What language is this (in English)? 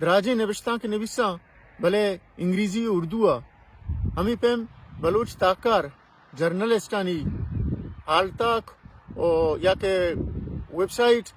Baluchi